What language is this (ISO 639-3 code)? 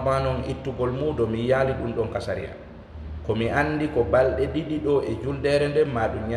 ful